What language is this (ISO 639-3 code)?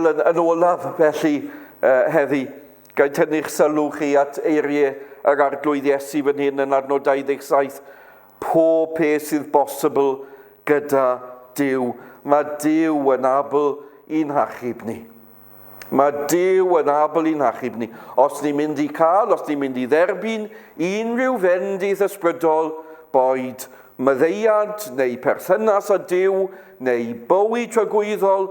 cym